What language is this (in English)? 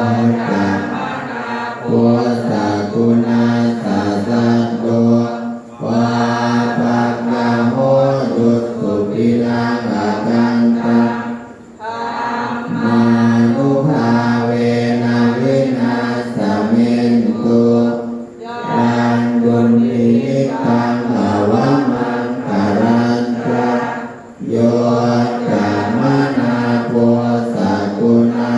Pali